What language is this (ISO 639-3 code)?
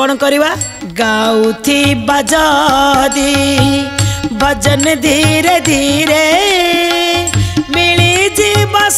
ori